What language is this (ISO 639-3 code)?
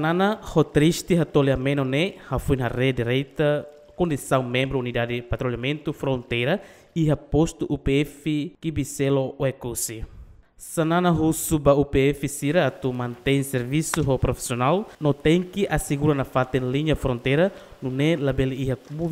tet